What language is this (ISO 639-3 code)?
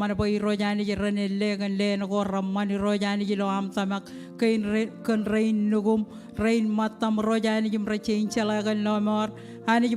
mah